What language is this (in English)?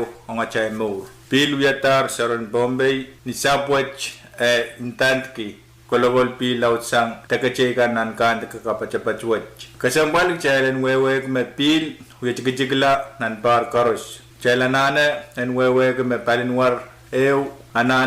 Pohnpeian